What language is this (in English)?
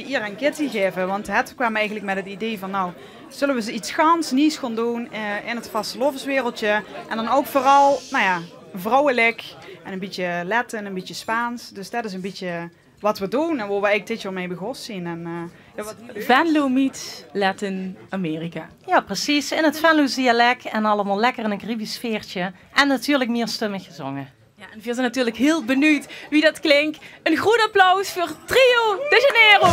Limburgish